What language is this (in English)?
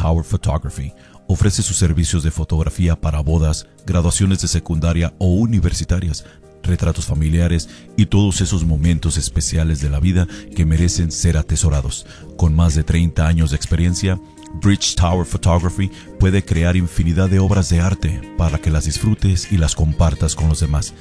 Spanish